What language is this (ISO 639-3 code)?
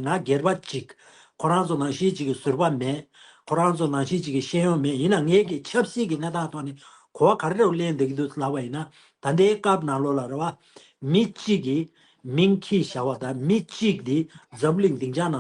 bod